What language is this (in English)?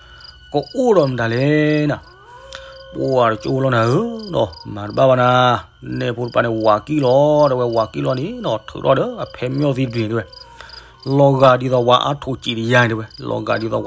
S'gaw Karen